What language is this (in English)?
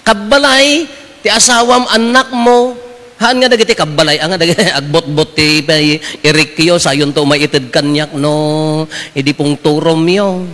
Iloko